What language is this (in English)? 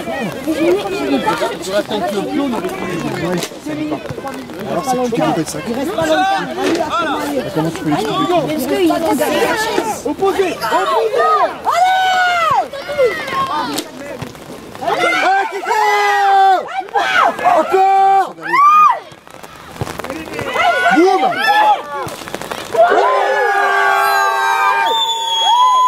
French